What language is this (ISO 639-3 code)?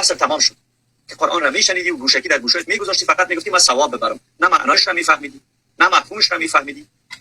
fas